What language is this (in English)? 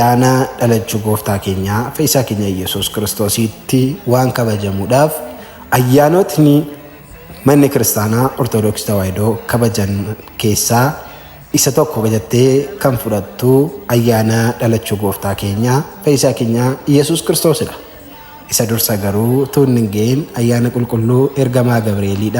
Oromo